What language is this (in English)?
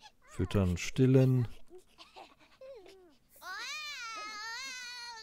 German